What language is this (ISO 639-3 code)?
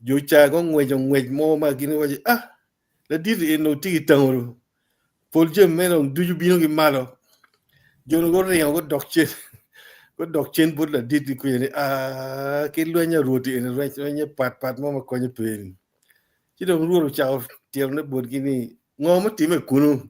ach